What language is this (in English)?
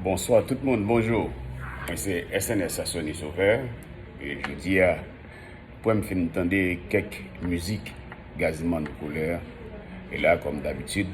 Haitian Creole